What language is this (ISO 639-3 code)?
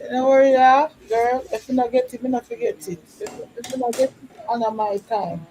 jam